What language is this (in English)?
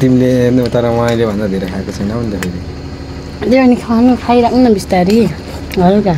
Nepali